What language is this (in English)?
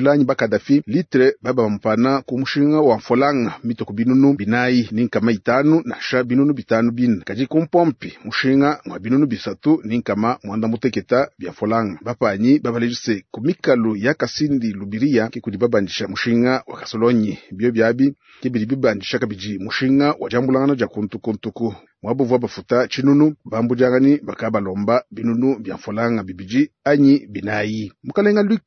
Luba-Lulua